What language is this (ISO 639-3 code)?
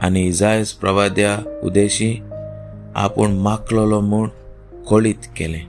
kok